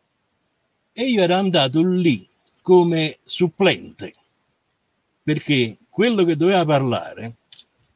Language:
Italian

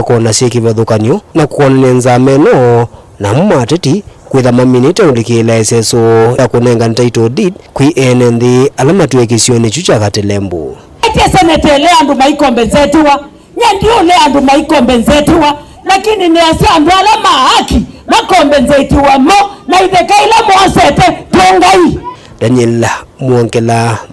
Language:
Kamba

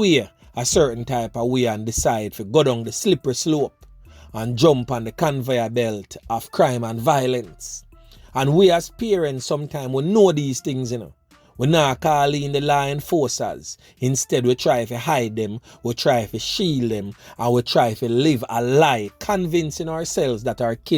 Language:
Jamaican Creole English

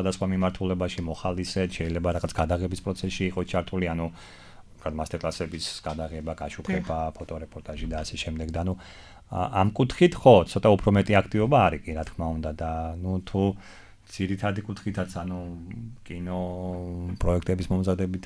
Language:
Georgian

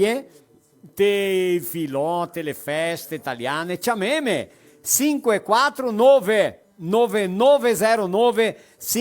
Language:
Venetian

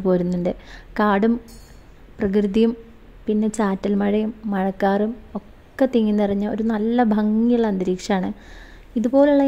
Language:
Malayalam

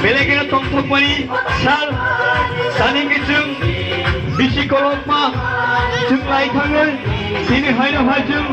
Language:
Kok Borok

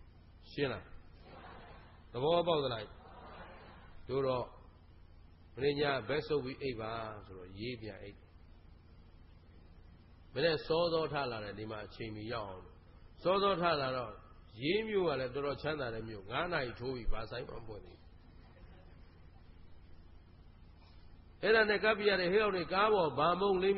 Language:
Burmese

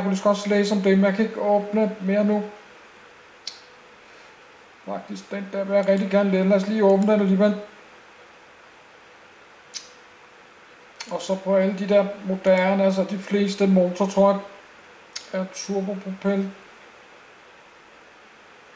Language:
Danish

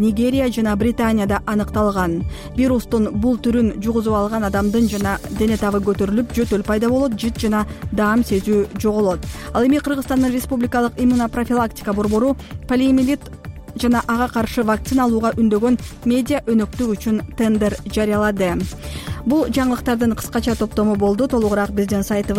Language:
Kyrgyz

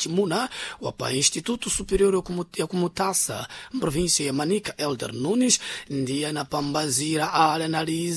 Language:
Sena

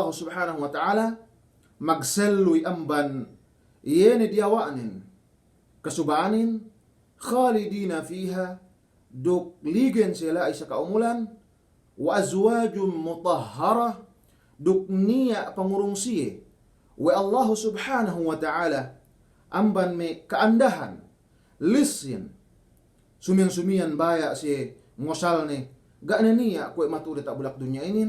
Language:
Yakan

